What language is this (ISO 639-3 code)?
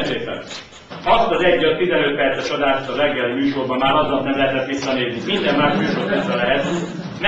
hun